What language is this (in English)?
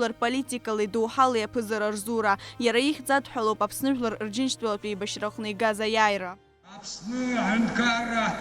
Abkhazian